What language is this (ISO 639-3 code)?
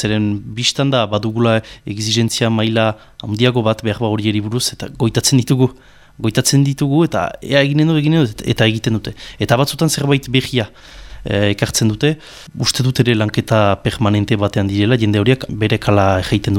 eus